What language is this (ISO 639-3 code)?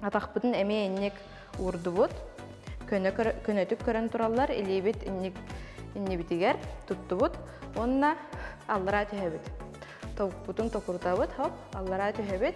sah